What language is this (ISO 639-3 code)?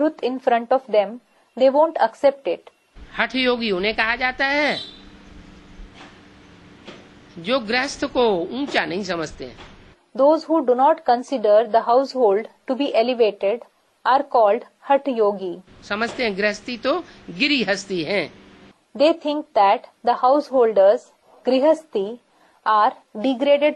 hin